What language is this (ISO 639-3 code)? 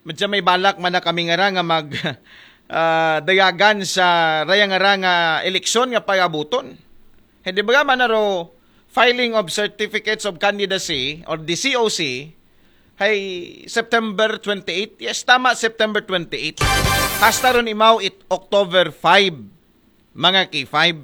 akl